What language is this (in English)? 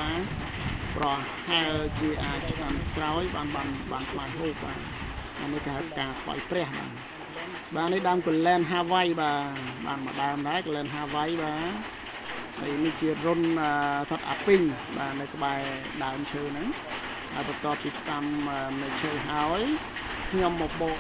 Khmer